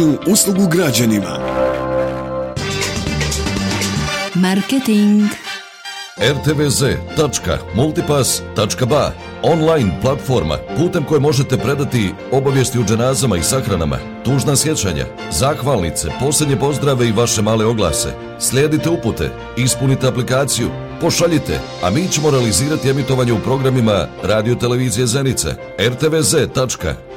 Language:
Bosnian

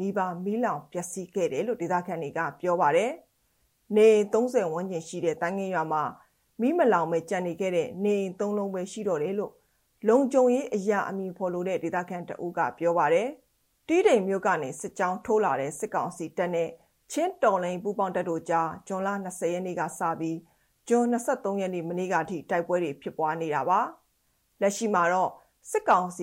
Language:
Burmese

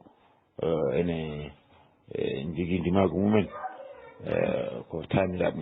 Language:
Fula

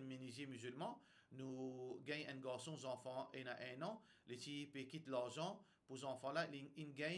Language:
Morisyen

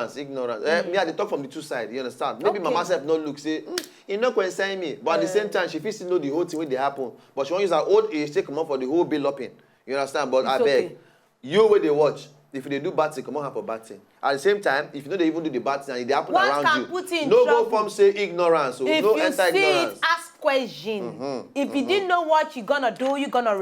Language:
Nigerian Pidgin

